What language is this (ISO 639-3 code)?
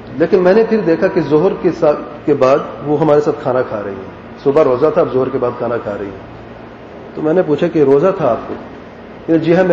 urd